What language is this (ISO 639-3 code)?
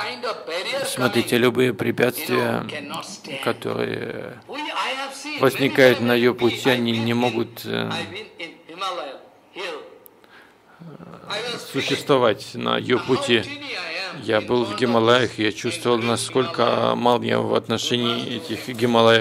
rus